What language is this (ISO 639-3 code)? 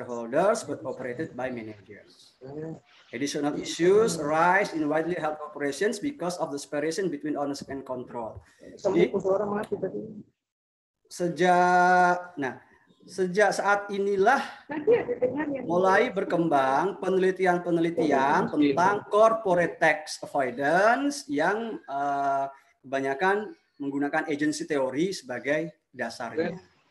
ind